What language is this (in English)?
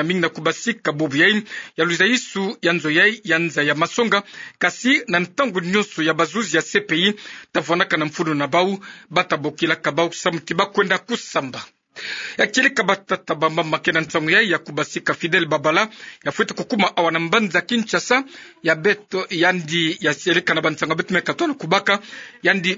Kituba (Democratic Republic of Congo)